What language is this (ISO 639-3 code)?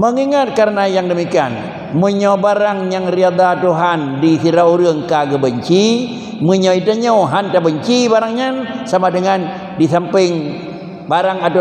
ace